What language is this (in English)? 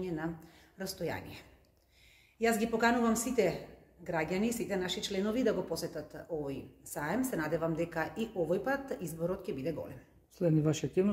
Macedonian